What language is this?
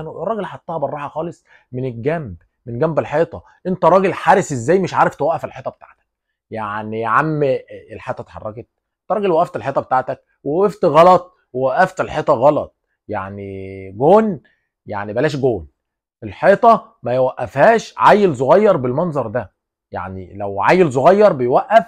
Egyptian Arabic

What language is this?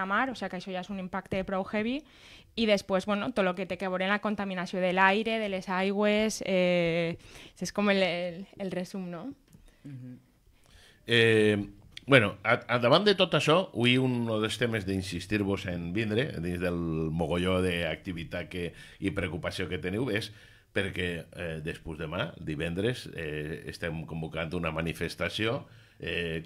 Catalan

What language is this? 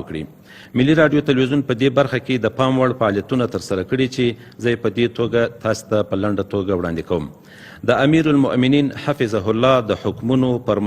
Pashto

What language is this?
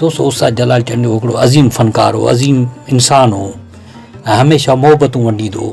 Sindhi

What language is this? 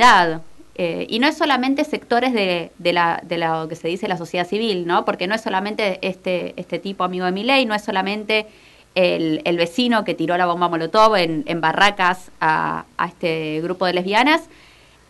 Spanish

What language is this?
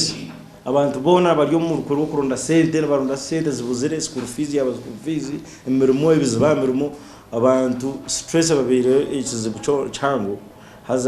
Nyankole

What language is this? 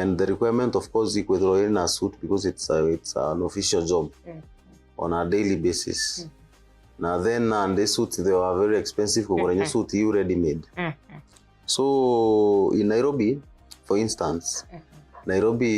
Meru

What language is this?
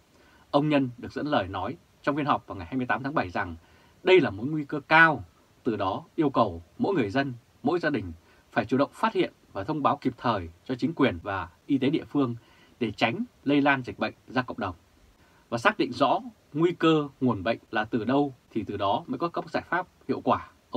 Vietnamese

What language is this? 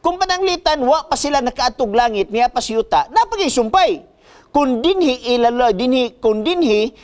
Cebuano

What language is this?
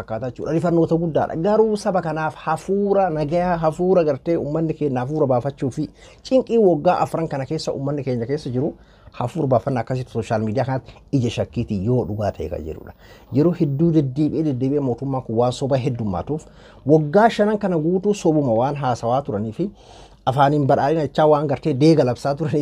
Oromo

